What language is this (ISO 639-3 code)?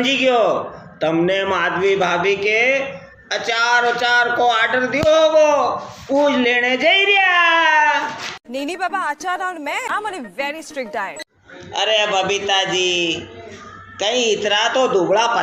raj